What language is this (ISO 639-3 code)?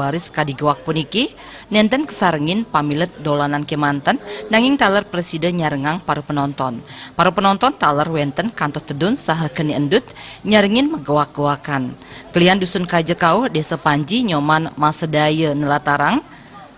ban